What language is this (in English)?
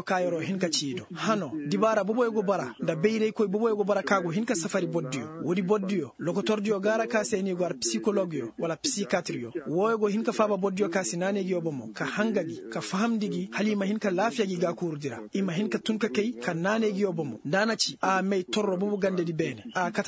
Koyraboro Senni